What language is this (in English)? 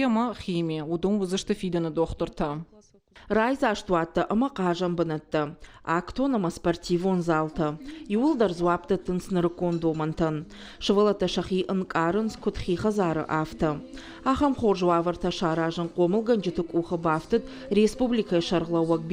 Ossetic